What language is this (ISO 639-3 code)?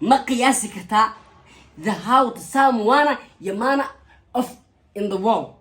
som